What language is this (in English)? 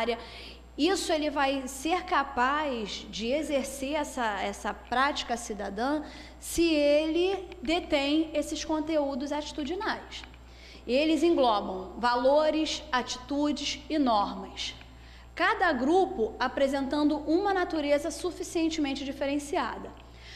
Portuguese